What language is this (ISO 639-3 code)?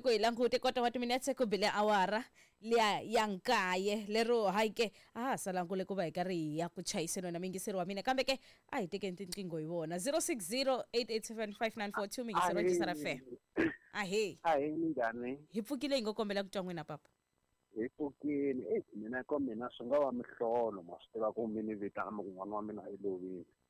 tso